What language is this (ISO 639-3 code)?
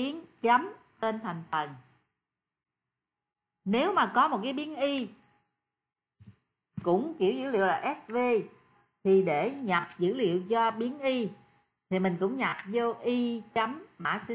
vie